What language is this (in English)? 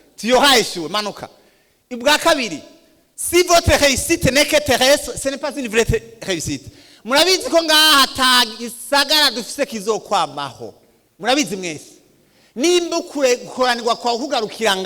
Rundi